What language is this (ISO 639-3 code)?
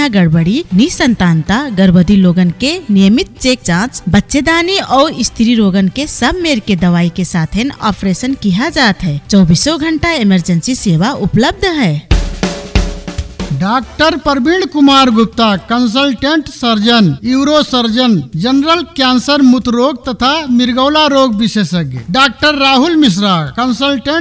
bho